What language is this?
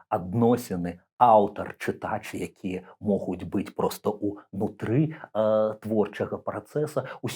Belarusian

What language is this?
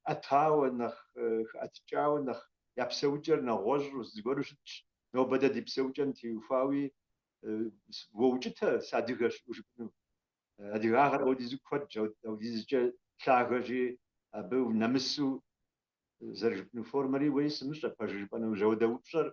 Kabardian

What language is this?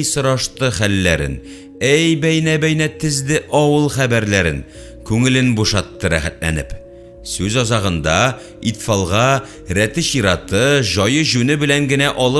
Tatar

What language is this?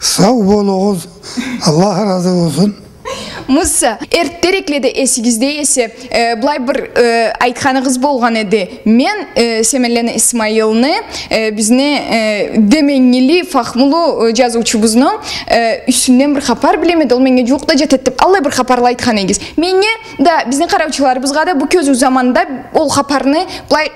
Karachay-Balkar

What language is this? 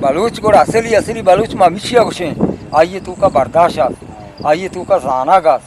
Eastern Balochi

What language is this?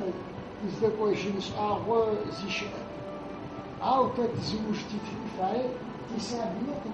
Adyghe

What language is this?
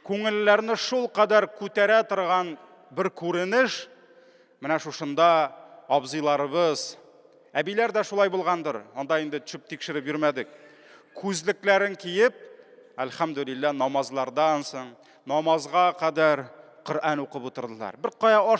Tatar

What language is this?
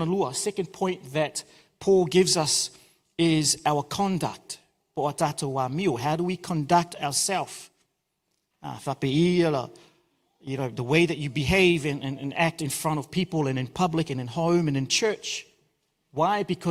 Samoan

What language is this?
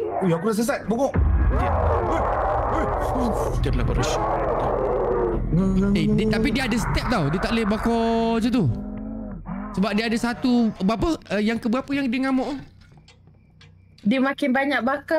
Malay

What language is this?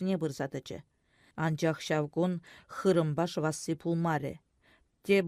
Chuvash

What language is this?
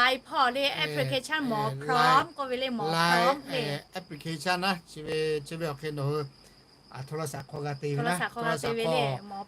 Lahu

